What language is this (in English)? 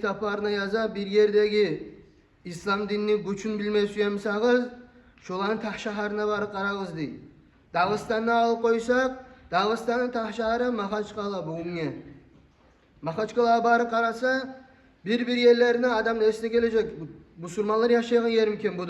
Kumyk